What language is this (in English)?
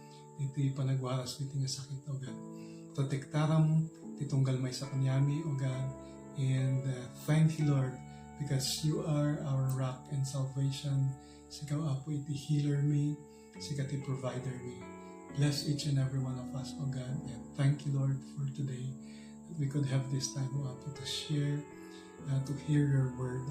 Iloko